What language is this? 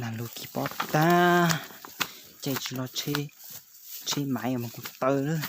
Hmong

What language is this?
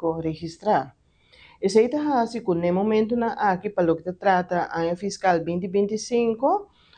Papiamento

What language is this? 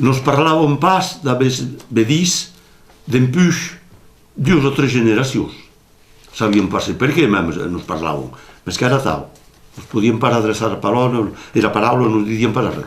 Occitan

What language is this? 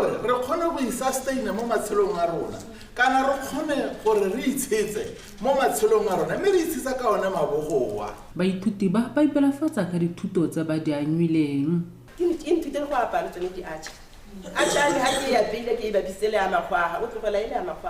Tswana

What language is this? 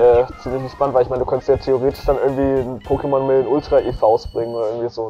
German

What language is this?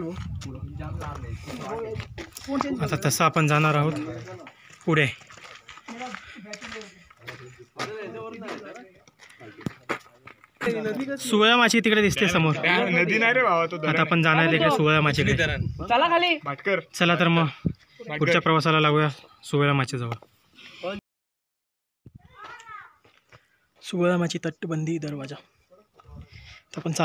Marathi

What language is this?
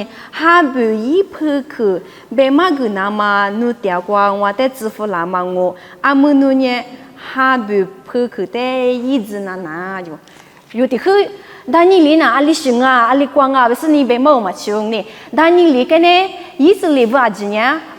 Lisu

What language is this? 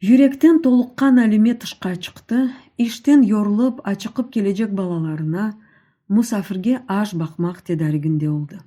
Crimean Tatar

